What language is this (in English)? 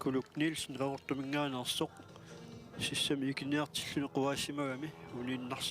Kalaallisut